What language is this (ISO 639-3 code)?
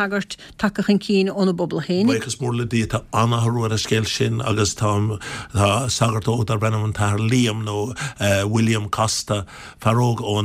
gle